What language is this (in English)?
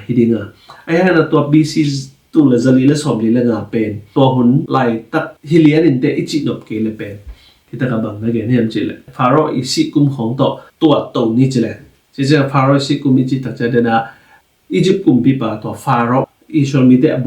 Tedim Chin